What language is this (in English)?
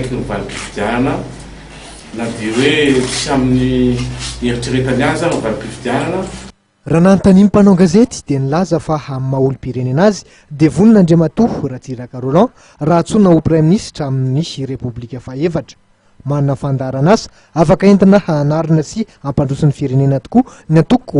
Malagasy